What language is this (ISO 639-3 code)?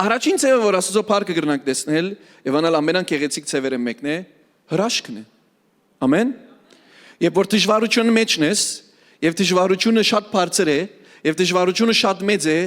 hyw